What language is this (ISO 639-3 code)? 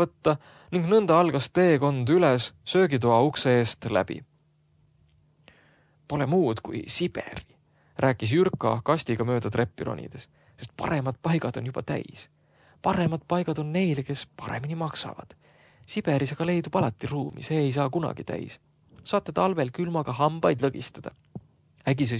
est